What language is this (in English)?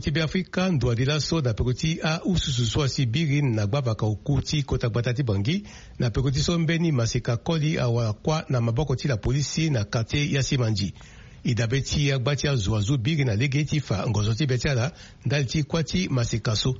Sango